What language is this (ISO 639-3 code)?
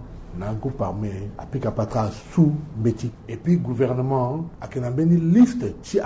sag